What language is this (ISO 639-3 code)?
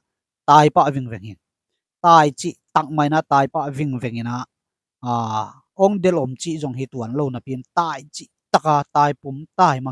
ctd